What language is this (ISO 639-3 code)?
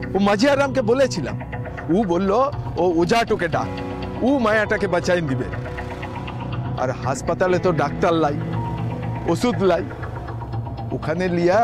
ben